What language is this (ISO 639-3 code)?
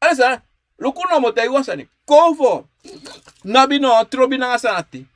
srn